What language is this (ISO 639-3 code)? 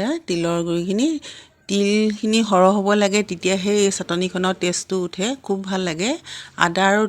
asm